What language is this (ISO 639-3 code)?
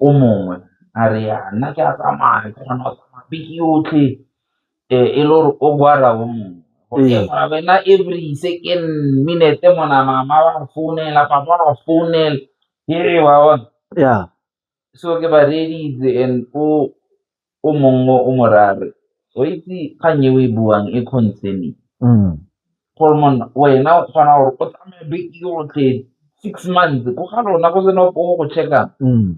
tsn